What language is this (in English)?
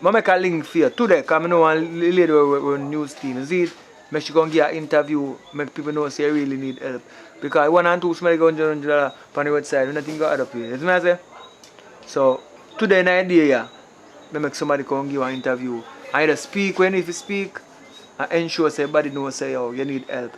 Jamaican Creole English